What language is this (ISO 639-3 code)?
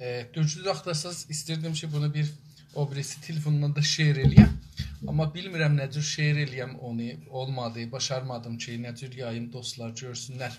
azb